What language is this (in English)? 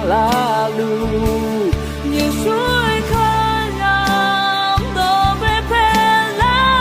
Akha